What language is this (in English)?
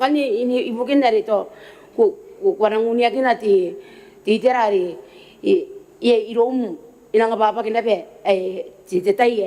Gilbertese